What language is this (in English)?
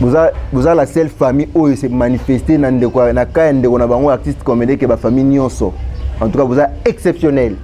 Lingala